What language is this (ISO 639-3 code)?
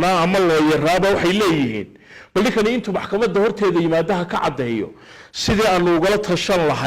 som